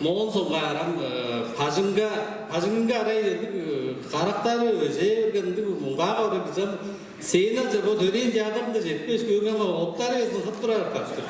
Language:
Tuvinian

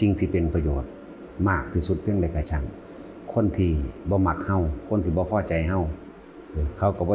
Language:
Lao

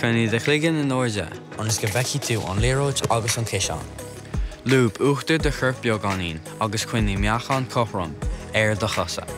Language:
Irish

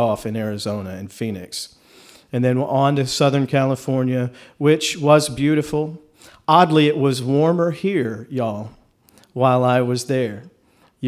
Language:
English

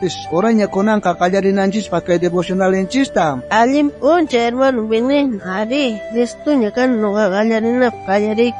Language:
South Bolivian Quechua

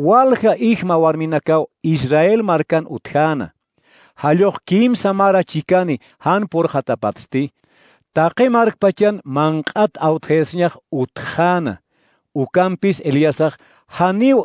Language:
Aymara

